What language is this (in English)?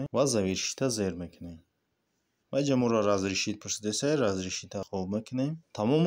Tajik